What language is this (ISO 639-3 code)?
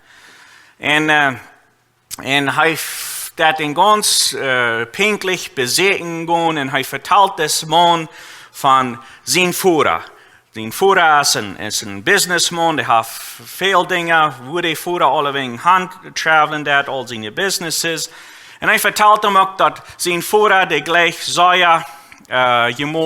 pdt